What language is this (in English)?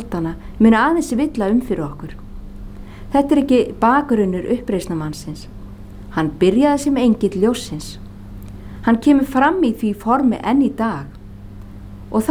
Icelandic